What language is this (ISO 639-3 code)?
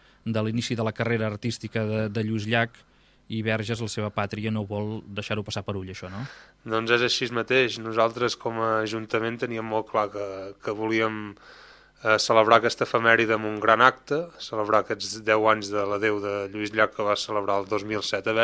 cat